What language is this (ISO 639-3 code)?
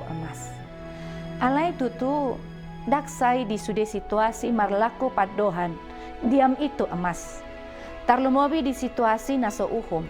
bbc